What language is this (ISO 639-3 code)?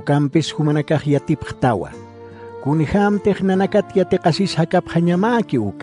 aym